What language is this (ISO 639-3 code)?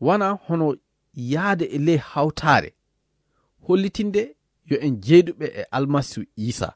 ful